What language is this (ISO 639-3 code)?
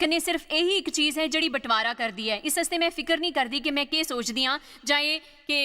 doi